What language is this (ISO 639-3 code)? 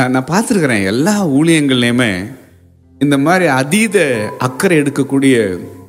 tam